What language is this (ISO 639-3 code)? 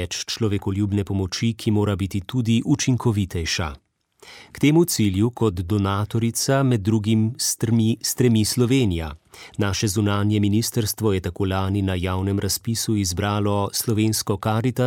slv